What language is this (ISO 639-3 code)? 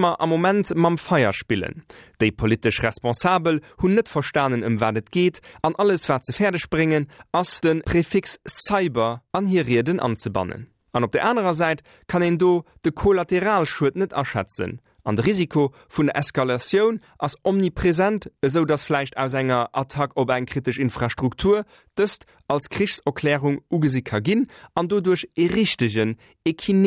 ltz